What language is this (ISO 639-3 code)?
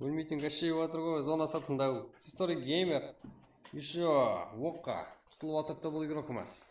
kaa